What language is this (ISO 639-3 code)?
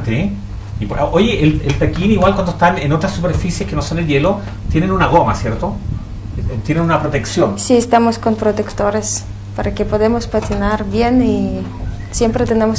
spa